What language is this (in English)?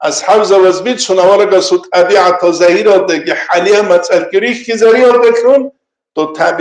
Avaric